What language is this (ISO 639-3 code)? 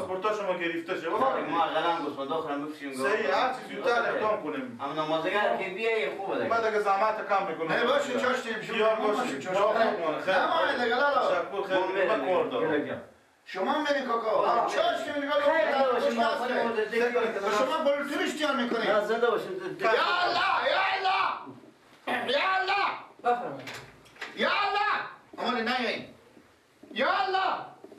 fas